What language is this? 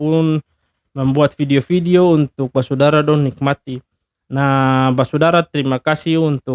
Ambonese Malay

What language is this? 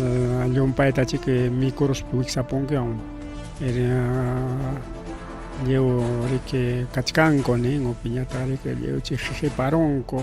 Ayacucho Quechua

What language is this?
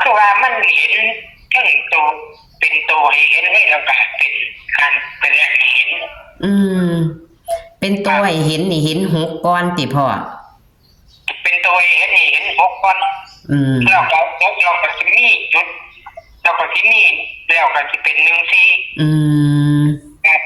Northeastern Thai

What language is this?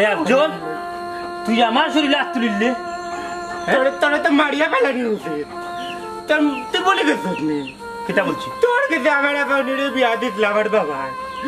Sylheti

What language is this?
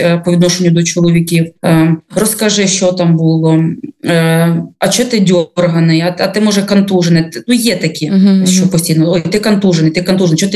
Ukrainian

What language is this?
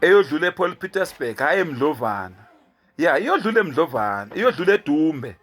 Zulu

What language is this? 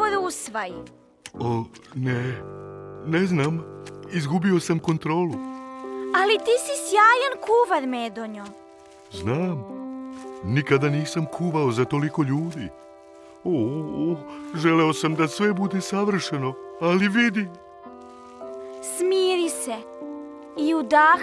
Serbian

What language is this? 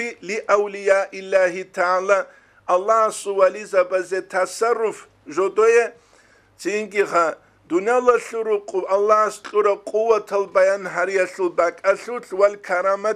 Avaric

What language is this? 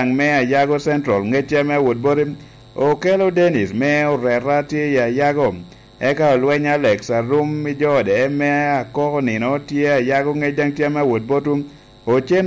Lango (Uganda)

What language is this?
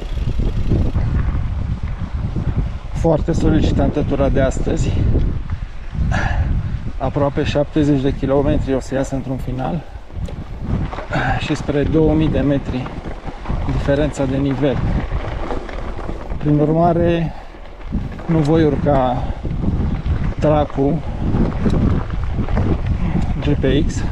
Romanian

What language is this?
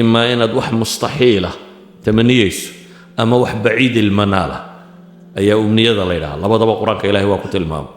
Somali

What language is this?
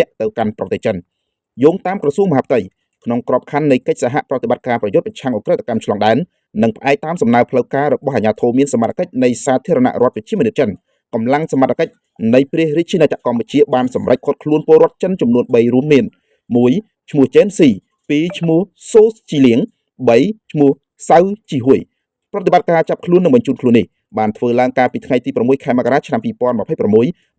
Khmer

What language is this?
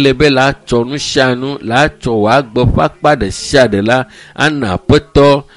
Ewe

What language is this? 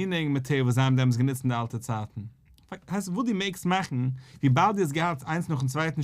Yiddish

